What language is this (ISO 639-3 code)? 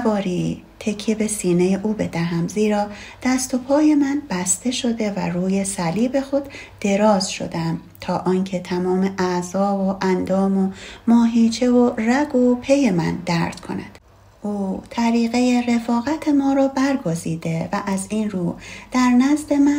fas